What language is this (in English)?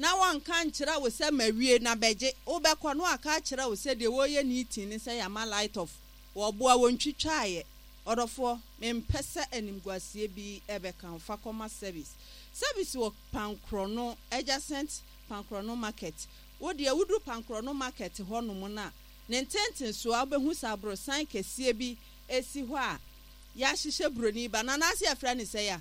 Akan